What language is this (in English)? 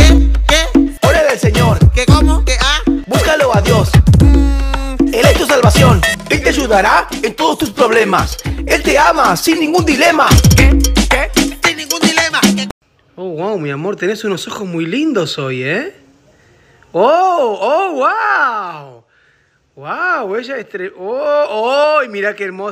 Spanish